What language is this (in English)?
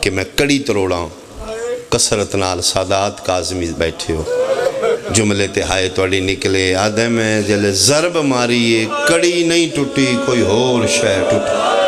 Pahari-Potwari